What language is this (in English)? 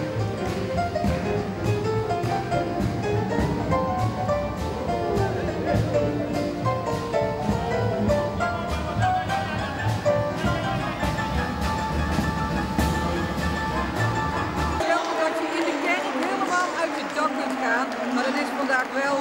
Dutch